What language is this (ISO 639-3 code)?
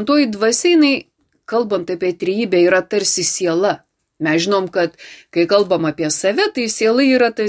lit